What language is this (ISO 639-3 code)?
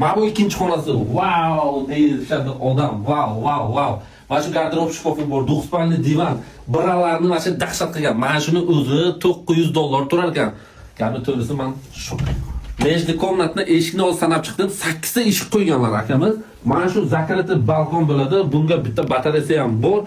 uzb